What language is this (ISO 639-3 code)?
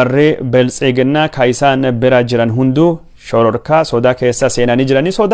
orm